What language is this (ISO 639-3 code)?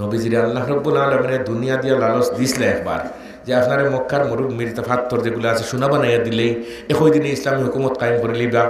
syl